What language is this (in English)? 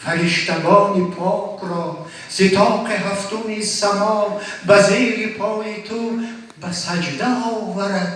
Tajik